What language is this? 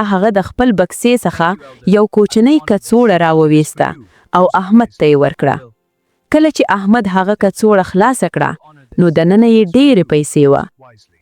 Pashto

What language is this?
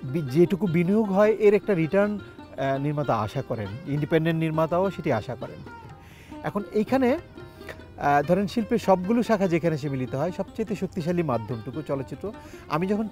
Bangla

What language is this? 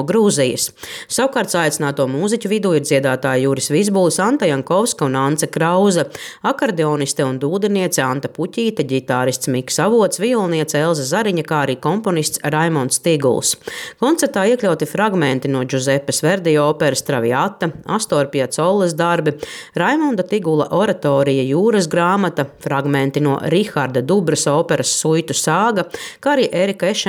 Latvian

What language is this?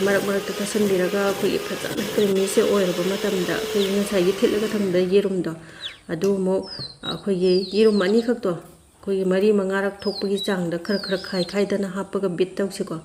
Manipuri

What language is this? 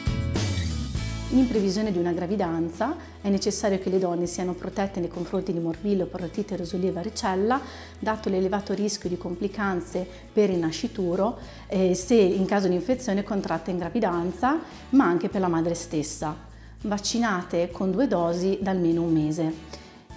Italian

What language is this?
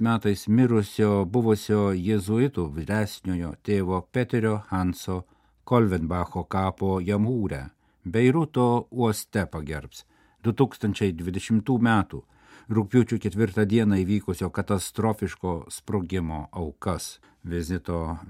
Lithuanian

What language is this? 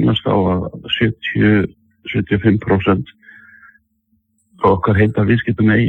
Icelandic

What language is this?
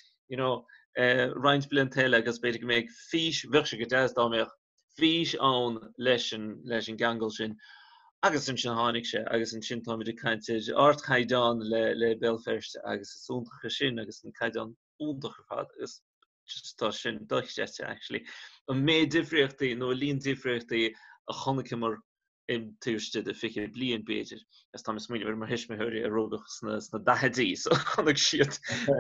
Irish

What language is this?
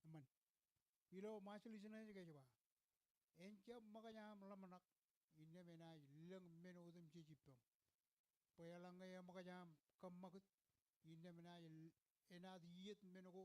Marshallese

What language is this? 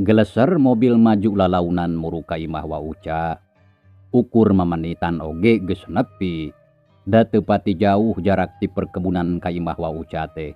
Sundanese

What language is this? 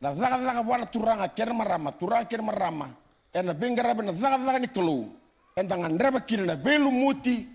Fijian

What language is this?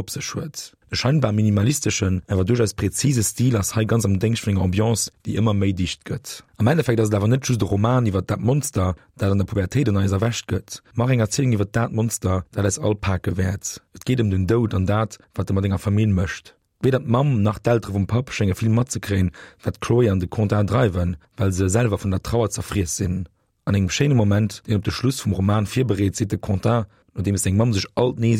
Luxembourgish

